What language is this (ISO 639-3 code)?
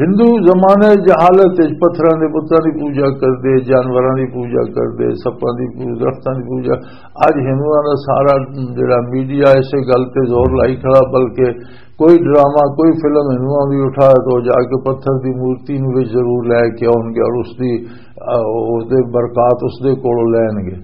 lah